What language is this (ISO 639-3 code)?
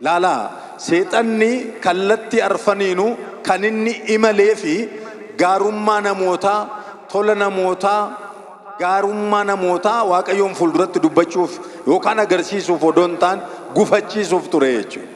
orm